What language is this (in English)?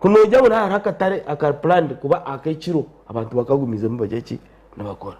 Nyankole